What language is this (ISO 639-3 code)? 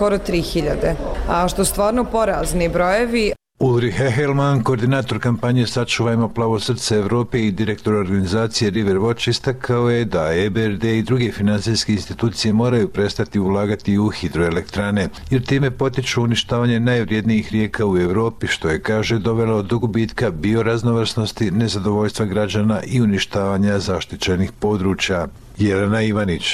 bos